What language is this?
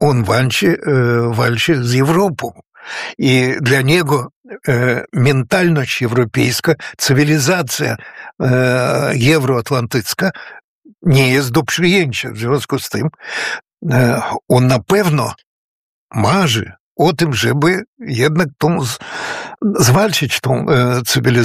Polish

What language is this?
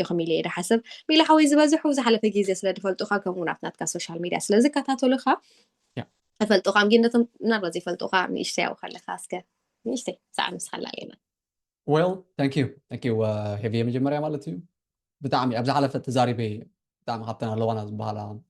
Tigrinya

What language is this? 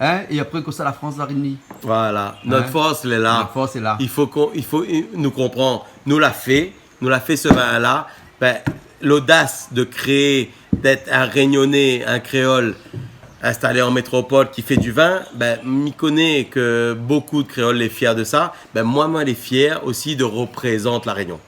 Réunion Creole French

